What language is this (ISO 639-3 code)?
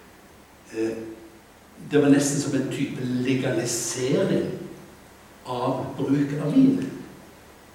nor